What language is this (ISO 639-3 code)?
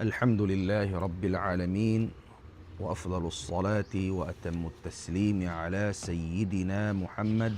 tsg